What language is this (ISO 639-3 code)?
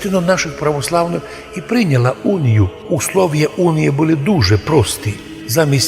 rue